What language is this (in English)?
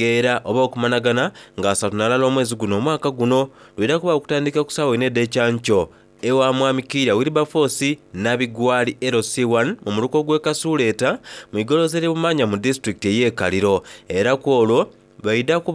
Soga